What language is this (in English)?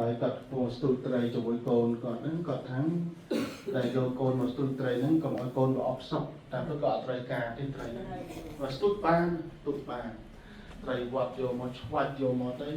Khmer